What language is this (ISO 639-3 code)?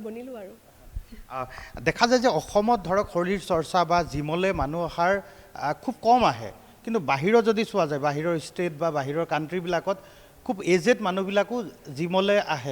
asm